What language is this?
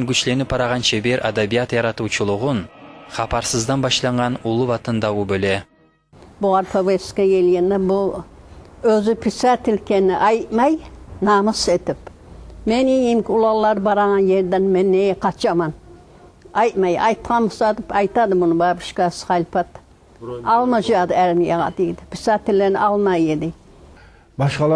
Kumyk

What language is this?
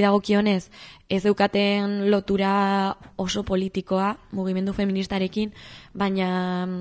Basque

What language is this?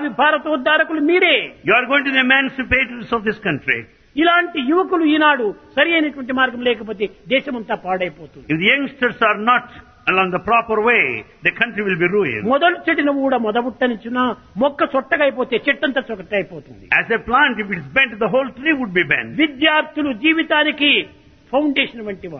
Telugu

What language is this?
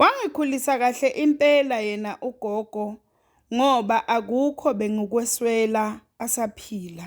Zulu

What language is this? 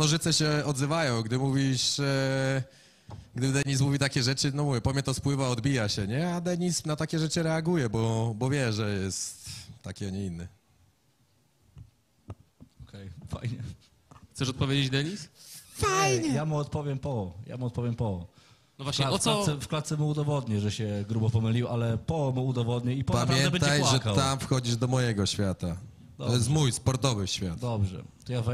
Polish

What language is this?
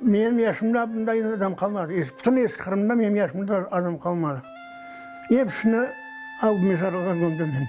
Crimean Tatar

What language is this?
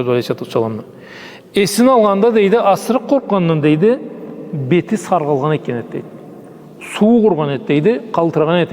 Karachay-Balkar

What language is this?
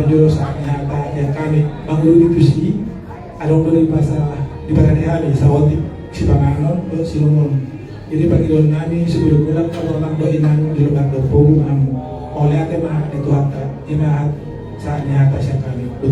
Batak Toba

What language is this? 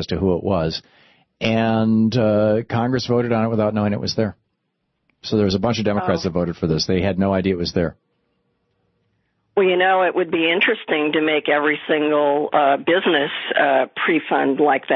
English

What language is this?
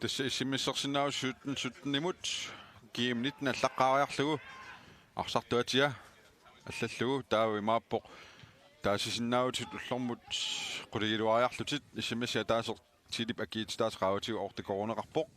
Kalaallisut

